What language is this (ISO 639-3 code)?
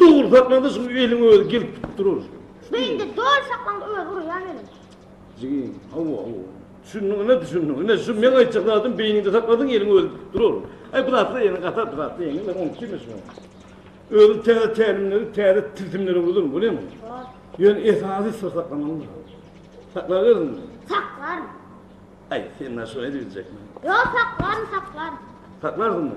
tuk